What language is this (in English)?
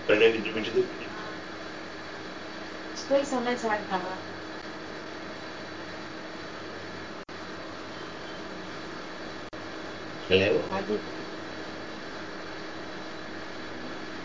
Gujarati